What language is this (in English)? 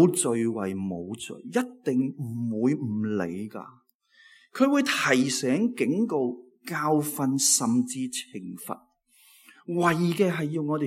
Cantonese